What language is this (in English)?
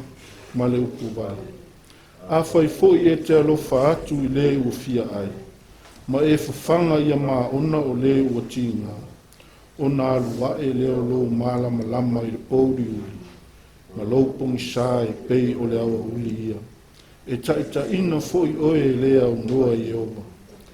Samoan